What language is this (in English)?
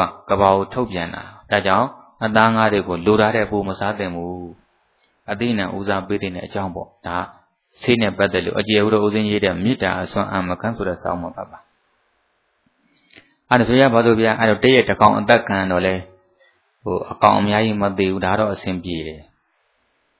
Burmese